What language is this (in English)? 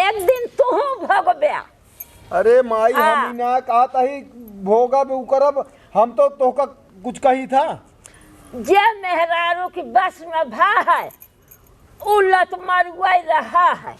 Awadhi